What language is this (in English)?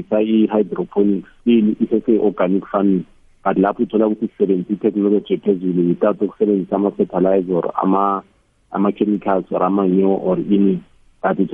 South Ndebele